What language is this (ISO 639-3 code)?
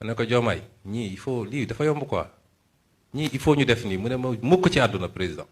wol